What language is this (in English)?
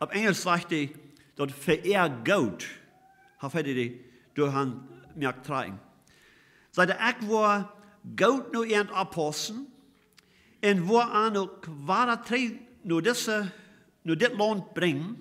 Plautdietsch